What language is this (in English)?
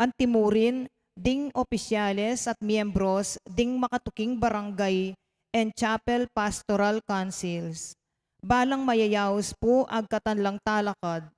Pampanga